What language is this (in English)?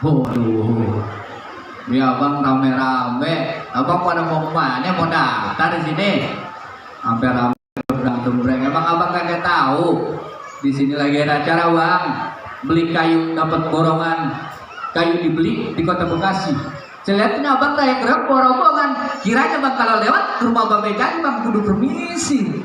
Betawi